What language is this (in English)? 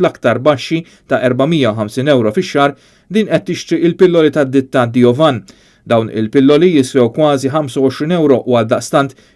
Maltese